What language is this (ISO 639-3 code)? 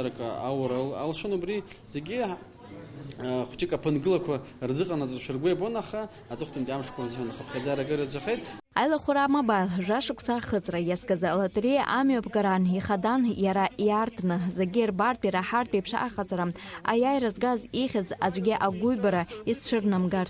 abk